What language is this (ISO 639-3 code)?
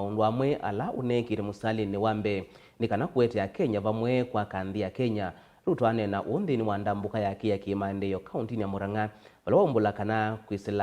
kam